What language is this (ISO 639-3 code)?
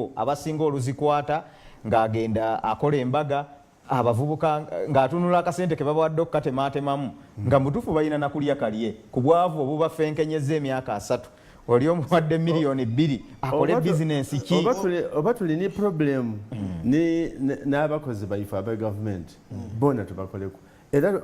xog